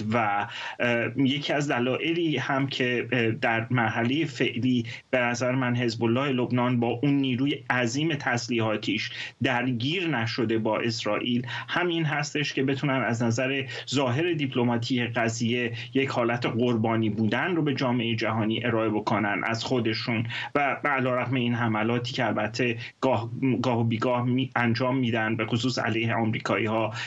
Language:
Persian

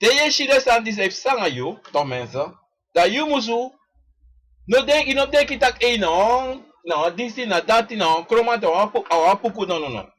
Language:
Sranan Tongo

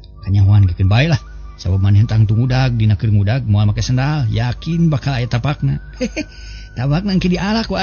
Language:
Sundanese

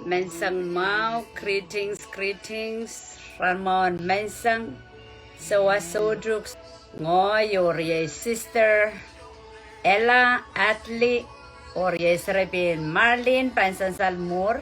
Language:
Pohnpeian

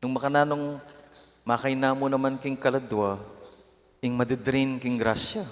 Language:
Pampanga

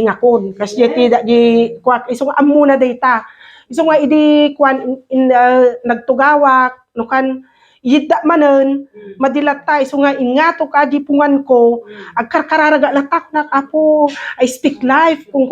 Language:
Iloko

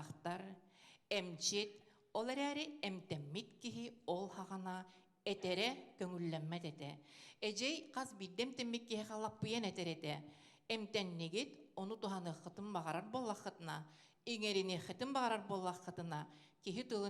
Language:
Yakut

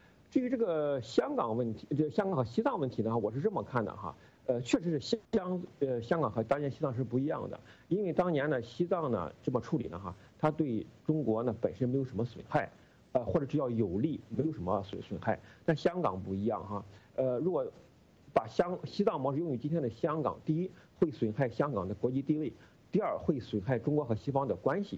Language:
Chinese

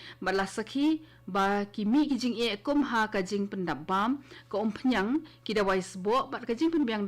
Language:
Khasi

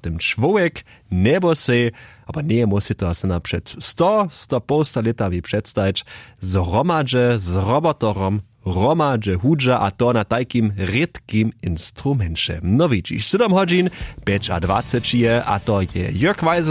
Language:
Upper Sorbian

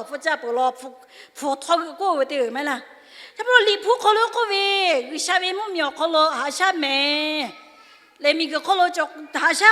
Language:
Lahu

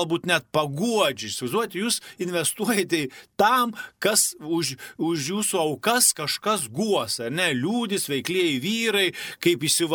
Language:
Lithuanian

